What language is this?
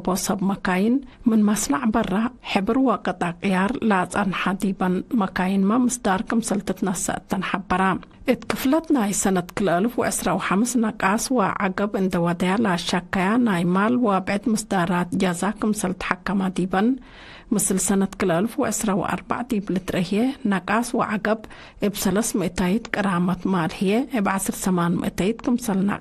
Tigre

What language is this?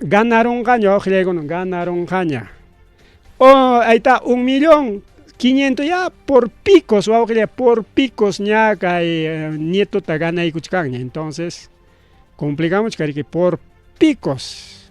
Ayacucho Quechua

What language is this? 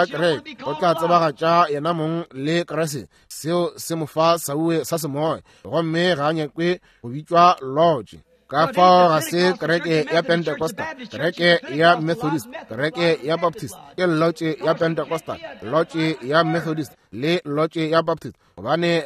Northern Sotho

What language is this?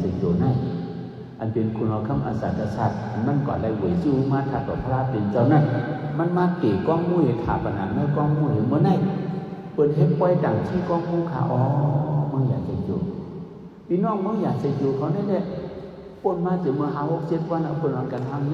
Shan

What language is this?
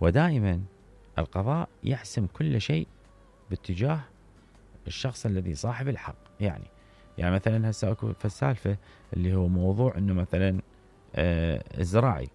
Mesopotamian Arabic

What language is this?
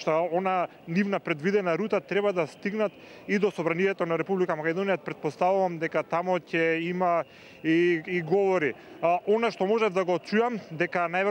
Macedonian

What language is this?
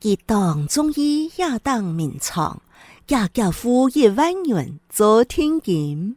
Hakka Chinese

